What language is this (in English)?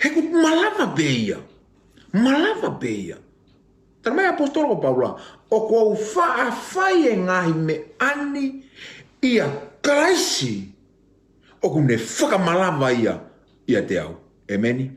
Tongan